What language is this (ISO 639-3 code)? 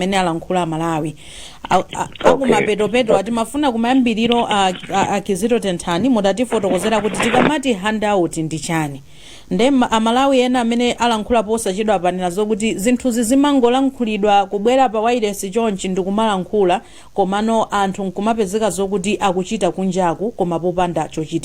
nya